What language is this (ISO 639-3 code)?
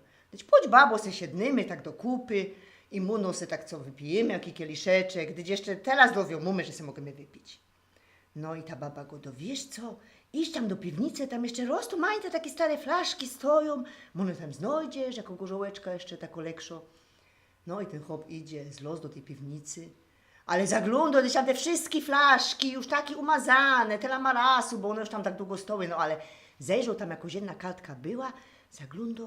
szl